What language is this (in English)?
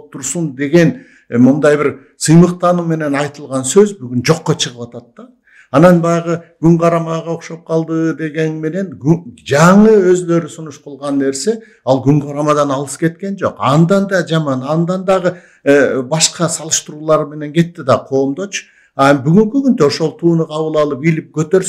Kyrgyz